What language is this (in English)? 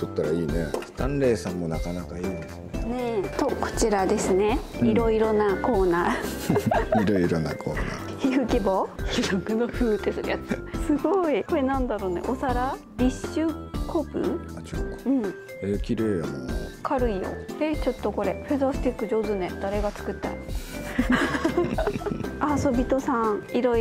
Japanese